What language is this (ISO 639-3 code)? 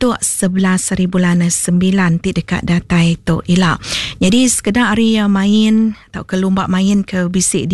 iba